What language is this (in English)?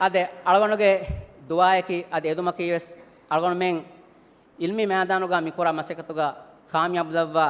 Divehi